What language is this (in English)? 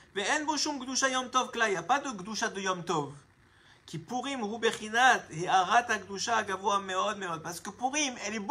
French